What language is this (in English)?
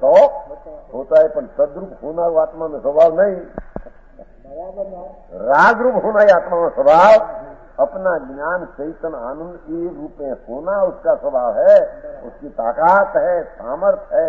Gujarati